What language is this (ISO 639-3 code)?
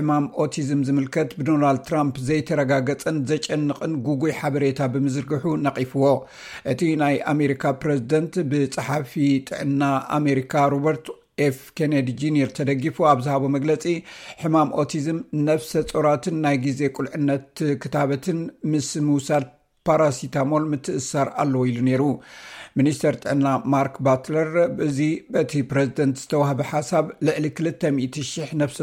tir